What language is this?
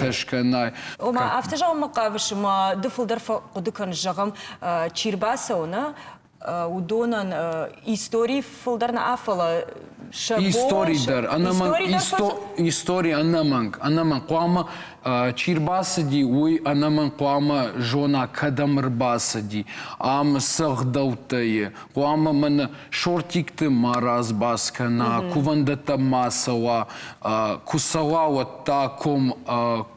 Ossetic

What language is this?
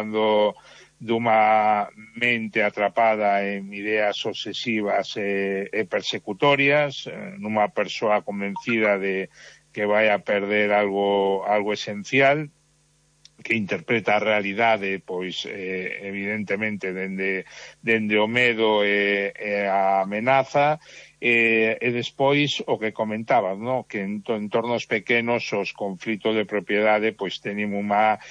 Galician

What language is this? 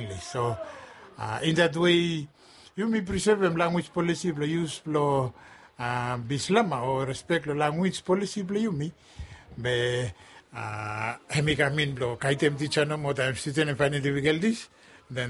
Bislama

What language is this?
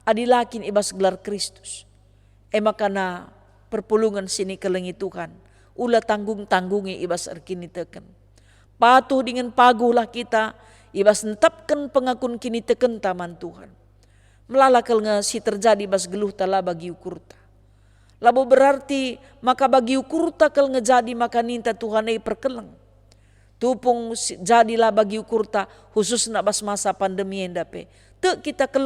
Batak Karo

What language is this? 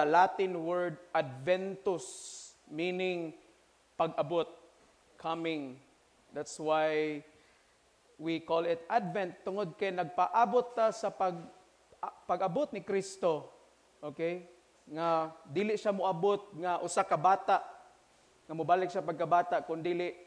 Cebuano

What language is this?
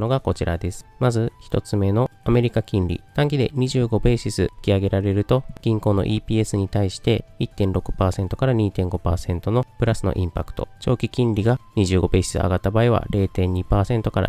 Japanese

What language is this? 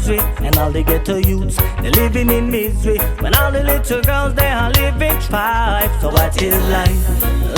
Jamaican Creole English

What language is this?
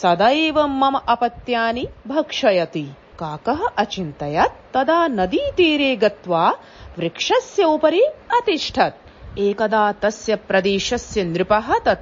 Sanskrit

